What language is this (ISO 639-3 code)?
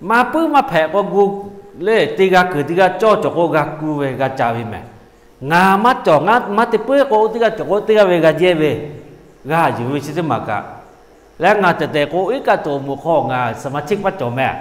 lhu